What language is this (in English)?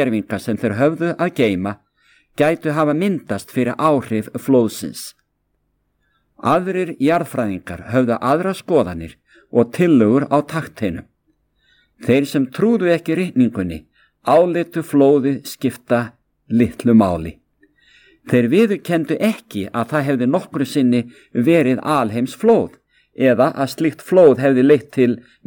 Icelandic